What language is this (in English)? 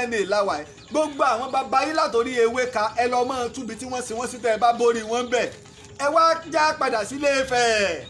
Yoruba